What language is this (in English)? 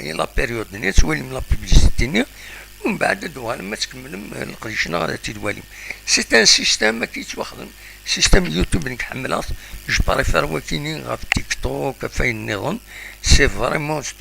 Kabyle